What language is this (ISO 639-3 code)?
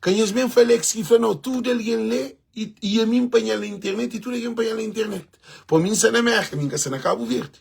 kea